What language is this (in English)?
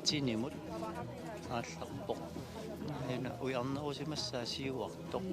Kalaallisut